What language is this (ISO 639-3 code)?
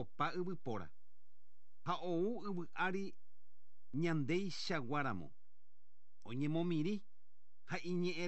grn